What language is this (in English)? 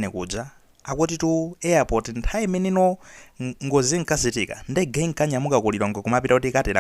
Nyanja